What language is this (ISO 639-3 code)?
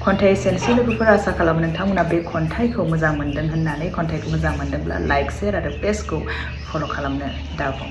brx